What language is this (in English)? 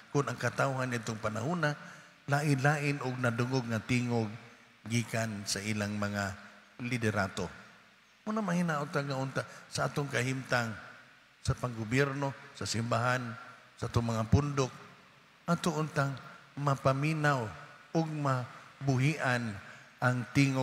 Cebuano